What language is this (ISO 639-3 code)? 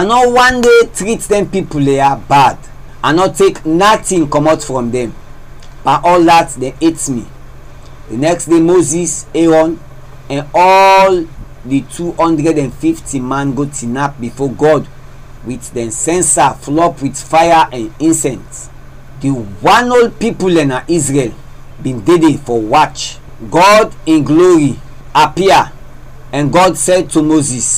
kri